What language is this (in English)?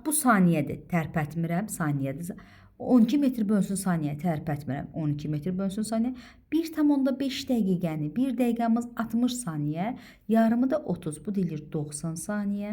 Azerbaijani